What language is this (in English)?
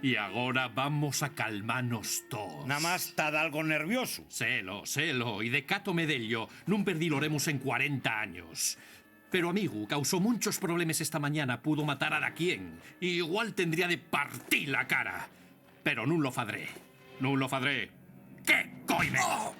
Asturian